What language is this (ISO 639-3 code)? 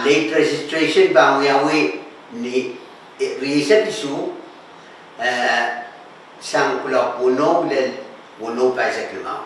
pon